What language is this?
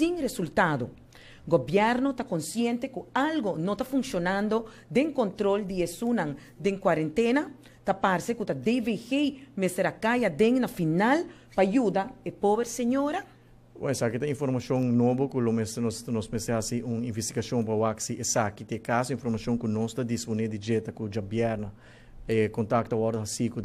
Papiamento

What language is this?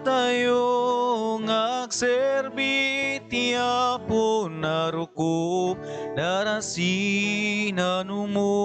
Iloko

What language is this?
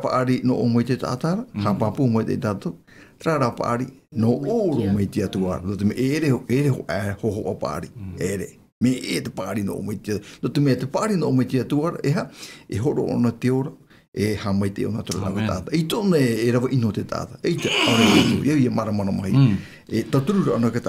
Tahitian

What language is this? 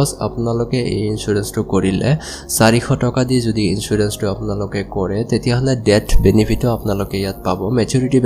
Assamese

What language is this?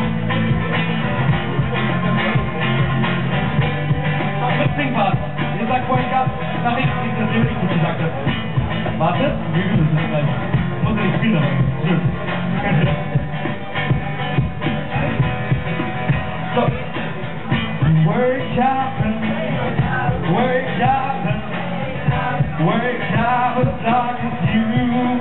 German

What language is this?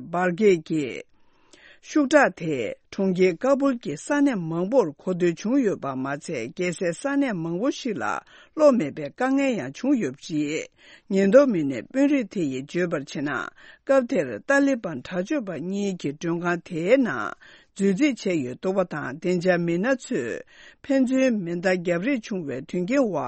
Tibetan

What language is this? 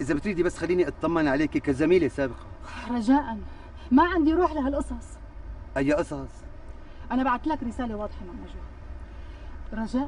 North Levantine Arabic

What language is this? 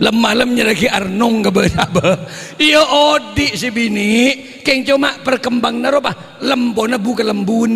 Madurese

